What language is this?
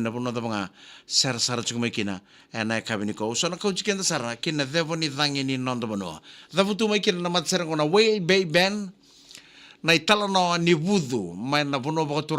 Fijian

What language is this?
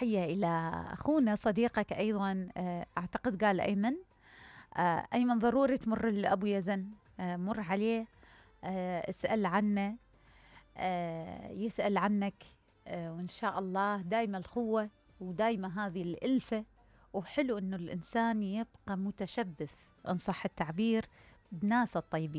Mesopotamian Arabic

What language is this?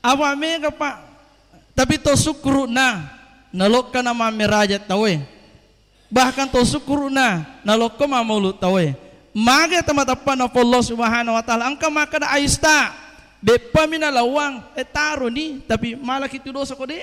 Buginese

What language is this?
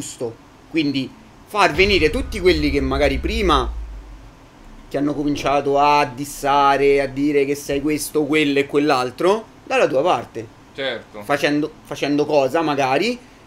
Italian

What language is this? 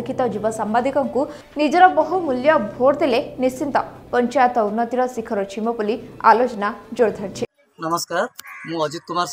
Odia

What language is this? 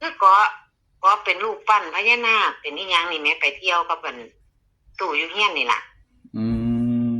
Northeastern Thai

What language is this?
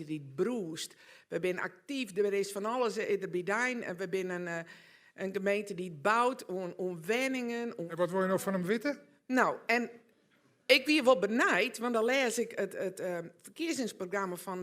Western Frisian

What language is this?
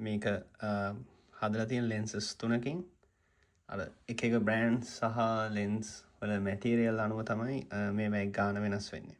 Sinhala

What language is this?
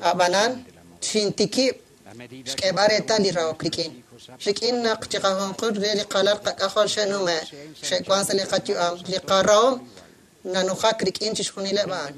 Kekchí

